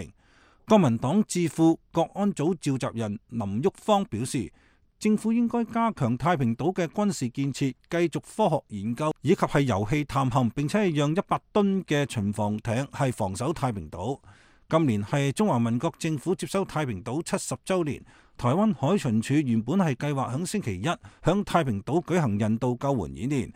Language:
Cantonese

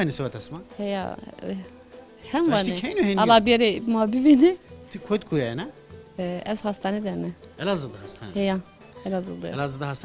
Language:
Zaza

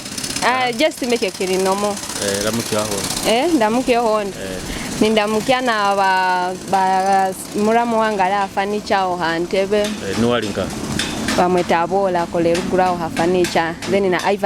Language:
Nyoro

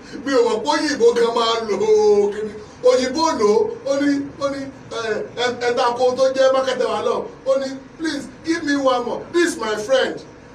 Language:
Yoruba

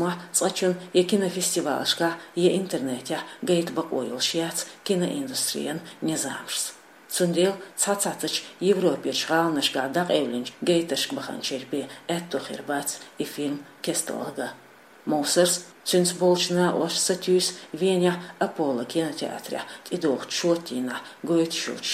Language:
Chechen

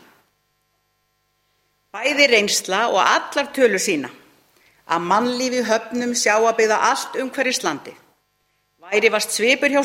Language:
Icelandic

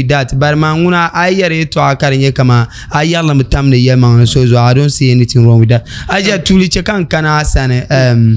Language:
Dagbani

